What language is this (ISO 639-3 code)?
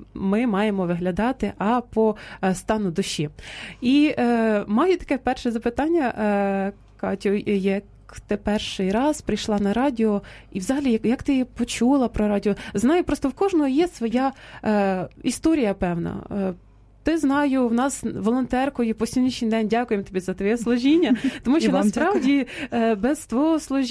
ukr